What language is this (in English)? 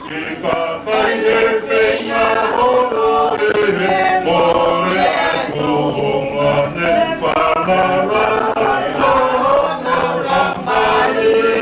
Tongan